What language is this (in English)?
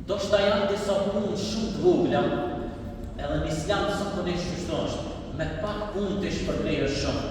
Albanian